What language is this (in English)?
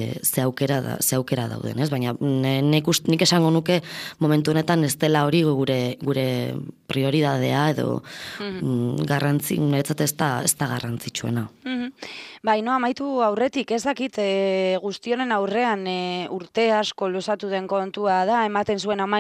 Basque